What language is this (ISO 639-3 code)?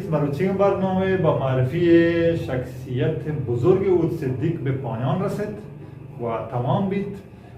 bal